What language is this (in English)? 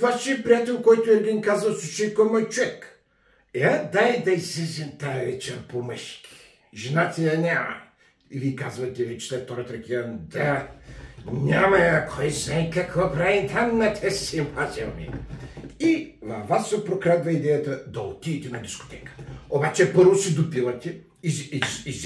Bulgarian